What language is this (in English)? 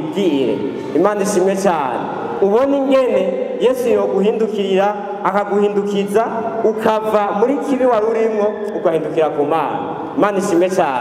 Rundi